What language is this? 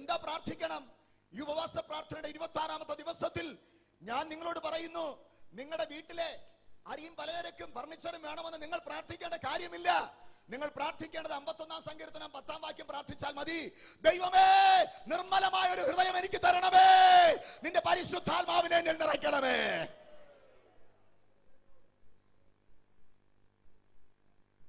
Malayalam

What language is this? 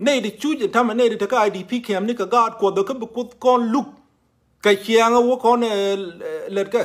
Nuer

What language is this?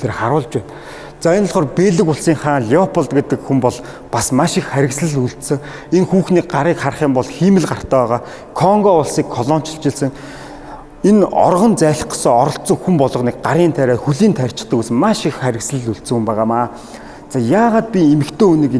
Mongolian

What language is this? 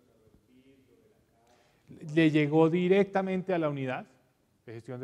Spanish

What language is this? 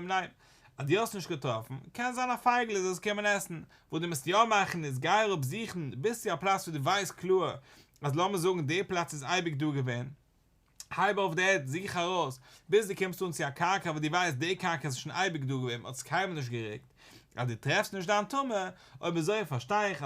Yiddish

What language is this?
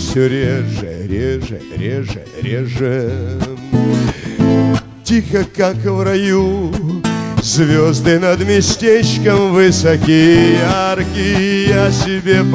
Russian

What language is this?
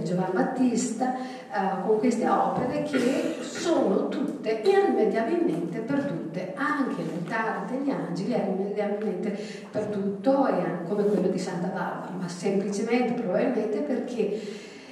Italian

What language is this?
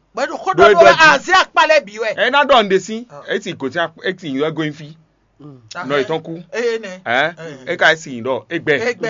Fon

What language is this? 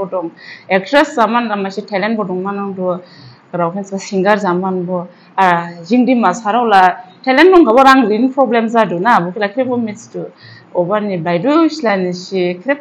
Dimasa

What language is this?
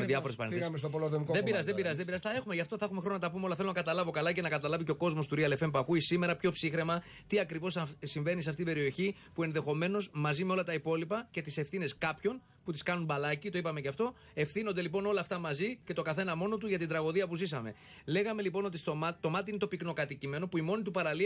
Greek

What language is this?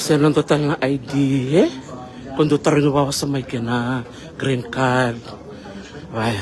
Fijian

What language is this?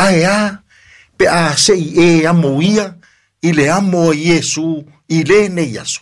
Samoan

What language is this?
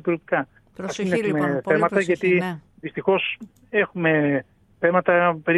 Greek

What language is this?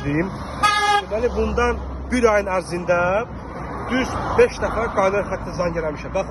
Azerbaijani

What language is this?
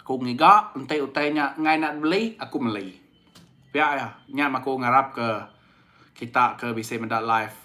Iban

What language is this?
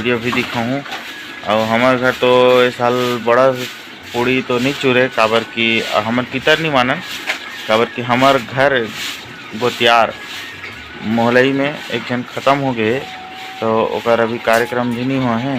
Chhattisgarhi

